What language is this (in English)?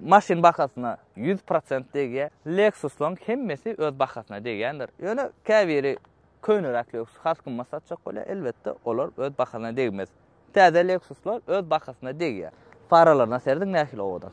Turkmen